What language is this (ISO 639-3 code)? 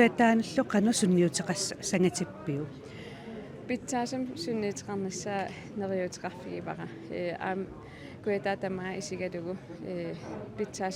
kal